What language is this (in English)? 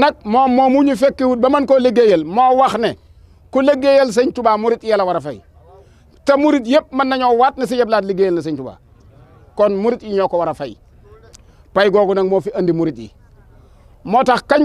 Wolof